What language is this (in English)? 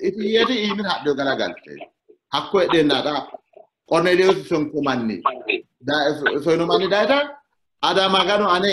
Sidamo